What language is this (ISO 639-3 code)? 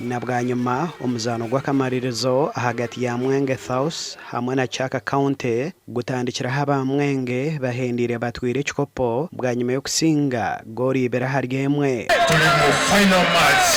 nyn